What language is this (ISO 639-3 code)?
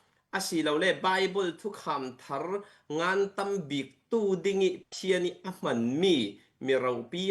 cfm